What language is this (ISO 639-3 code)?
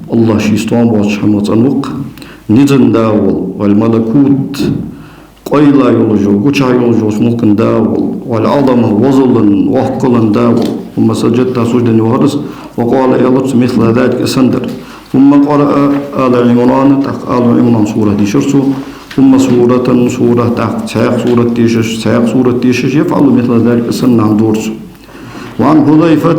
inh